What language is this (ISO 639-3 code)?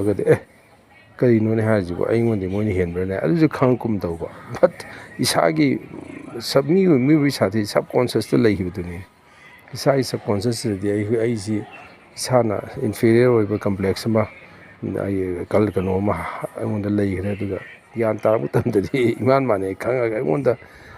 mni